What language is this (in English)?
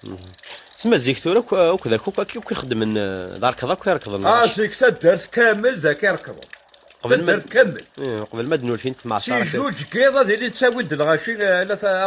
Kabyle